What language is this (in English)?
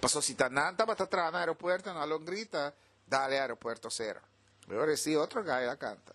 Papiamento